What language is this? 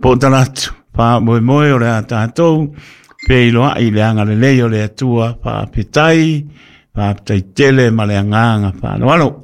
Samoan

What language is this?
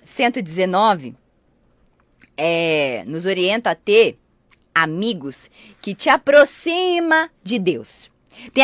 Portuguese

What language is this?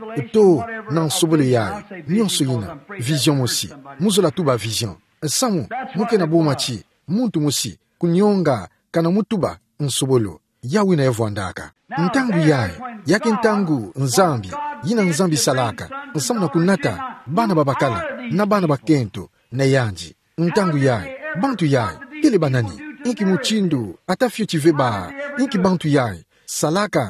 Kituba (Democratic Republic of Congo)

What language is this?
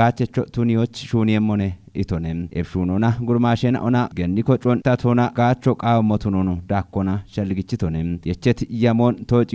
Kafa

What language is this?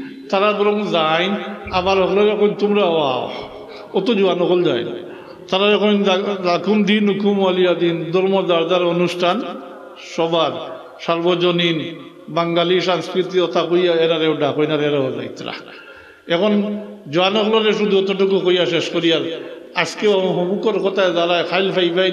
Sylheti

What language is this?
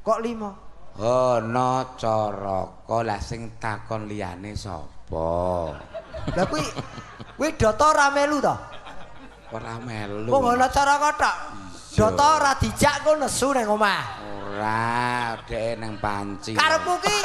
Javanese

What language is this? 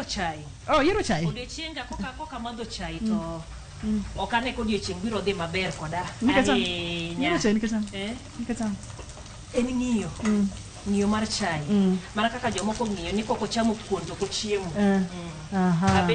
Luo (Kenya and Tanzania)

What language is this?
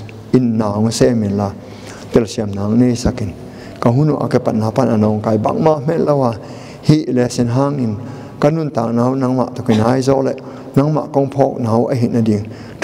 Tedim Chin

